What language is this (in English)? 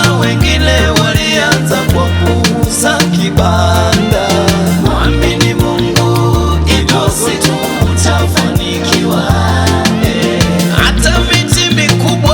Swahili